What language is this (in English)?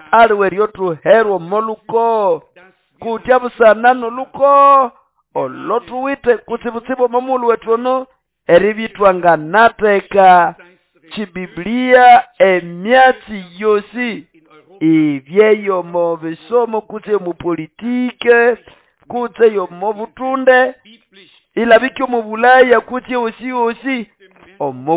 Nande